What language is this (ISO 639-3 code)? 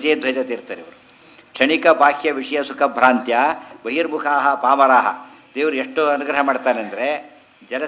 kan